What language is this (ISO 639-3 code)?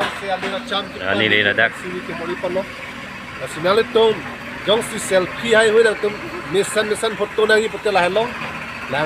mjw